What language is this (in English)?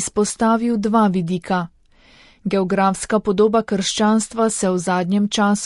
Slovenian